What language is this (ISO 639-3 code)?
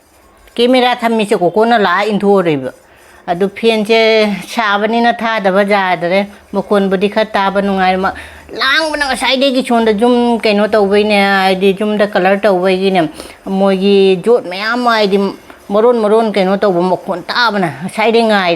mni